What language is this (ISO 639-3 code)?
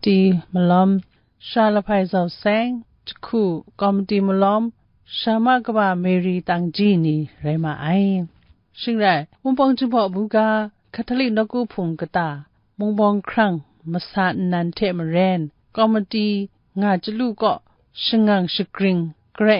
kac